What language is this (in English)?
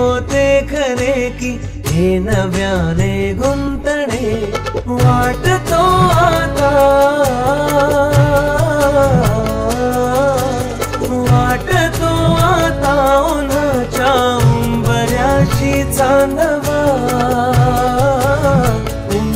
Marathi